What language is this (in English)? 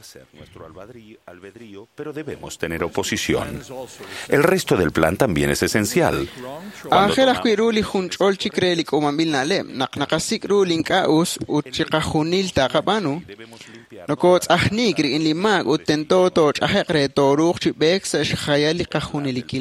Kekchí